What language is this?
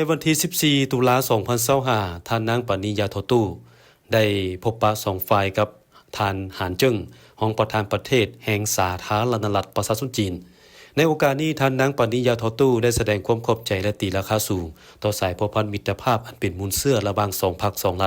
Lao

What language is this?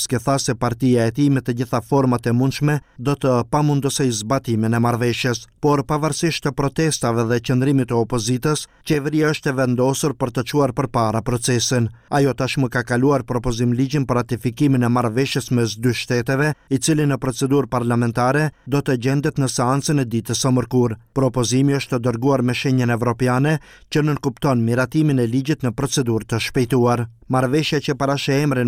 Albanian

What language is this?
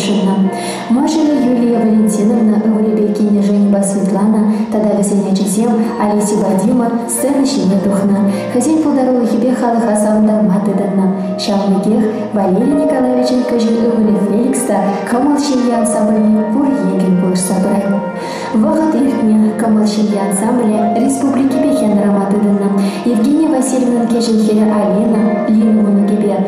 Chuvash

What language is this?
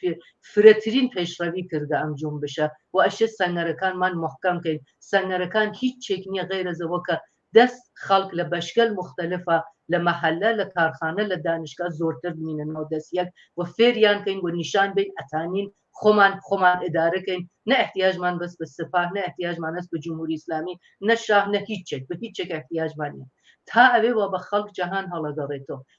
Central Kurdish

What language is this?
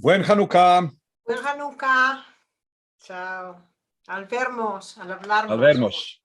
Ladino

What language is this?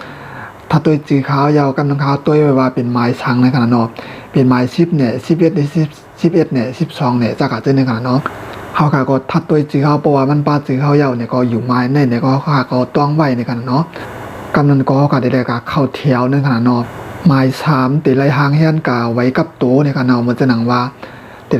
Shan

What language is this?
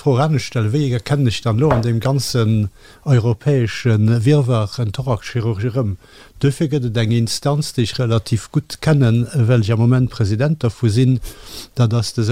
Luxembourgish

